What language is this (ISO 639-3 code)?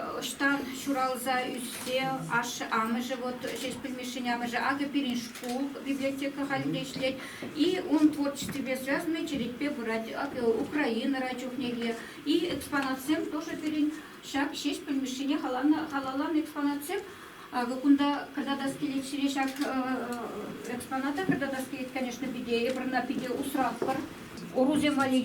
chv